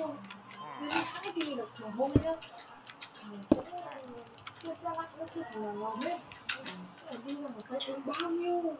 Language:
Vietnamese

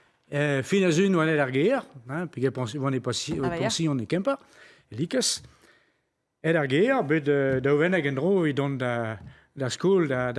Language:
Breton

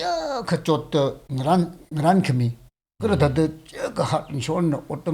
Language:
Tangkhul Naga (India)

